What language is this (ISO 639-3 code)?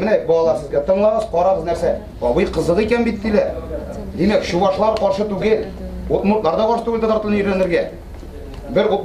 tat